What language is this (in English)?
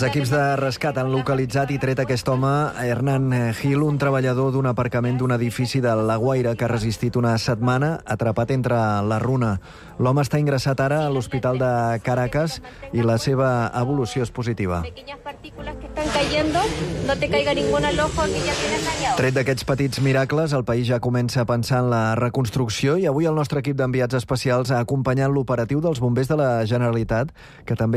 Catalan